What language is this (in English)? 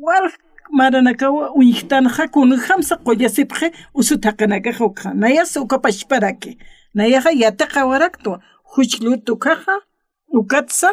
Aymara